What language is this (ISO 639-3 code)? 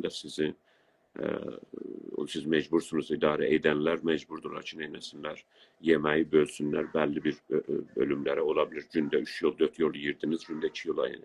azb